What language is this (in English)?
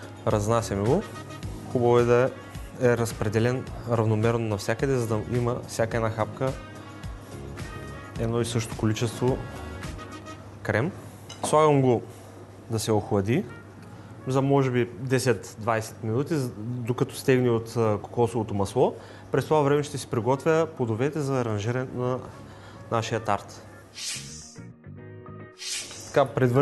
Bulgarian